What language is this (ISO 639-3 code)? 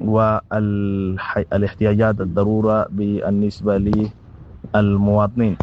apd